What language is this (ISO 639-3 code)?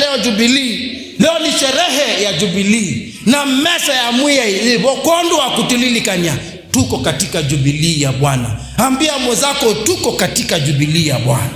kam